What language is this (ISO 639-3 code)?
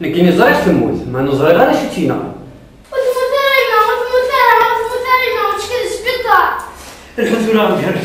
kab